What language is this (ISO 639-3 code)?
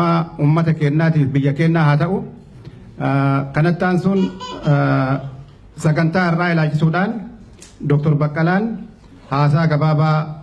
orm